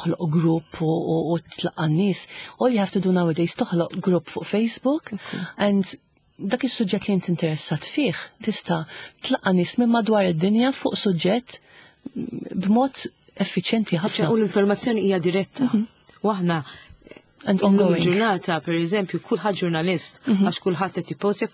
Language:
Maltese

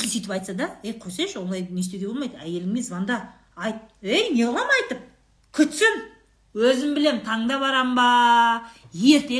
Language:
Kazakh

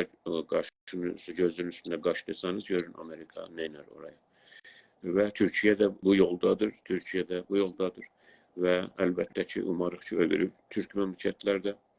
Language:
South Azerbaijani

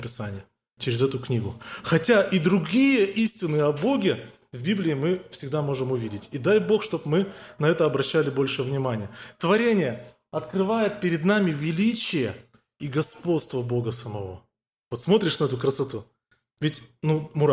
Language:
Russian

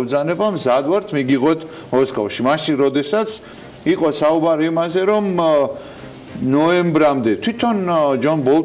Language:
Georgian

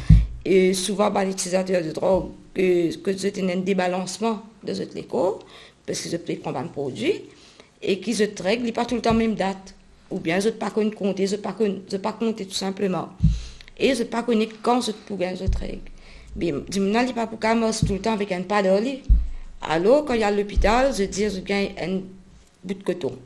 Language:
Morisyen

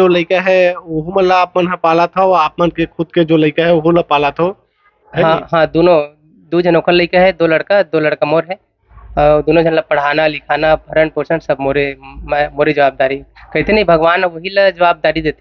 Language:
Chhattisgarhi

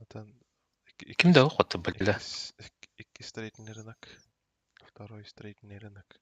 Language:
Yakut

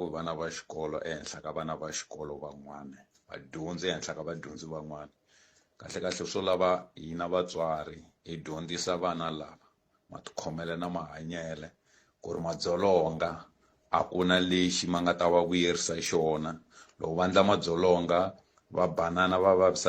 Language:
Tsonga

